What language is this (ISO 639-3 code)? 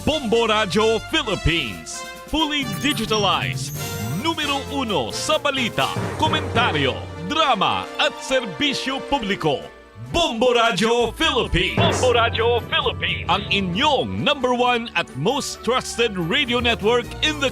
hil